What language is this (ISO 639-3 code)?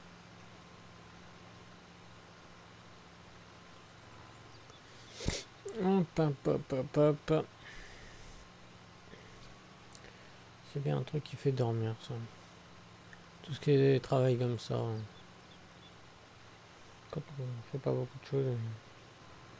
fra